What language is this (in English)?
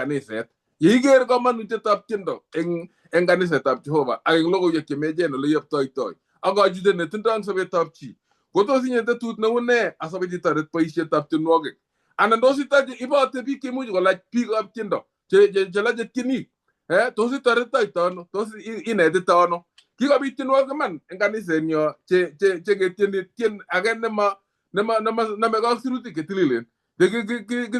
Kalenjin